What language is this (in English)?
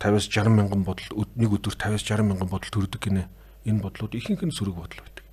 Mongolian